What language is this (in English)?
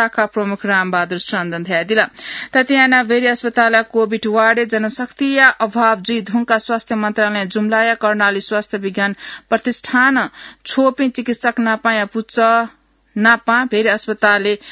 Newari